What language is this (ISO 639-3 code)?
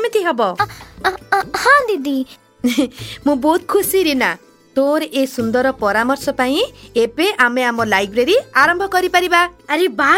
ori